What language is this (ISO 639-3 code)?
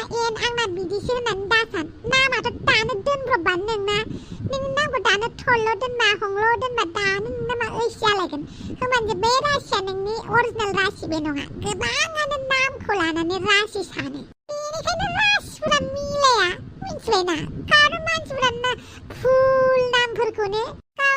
brx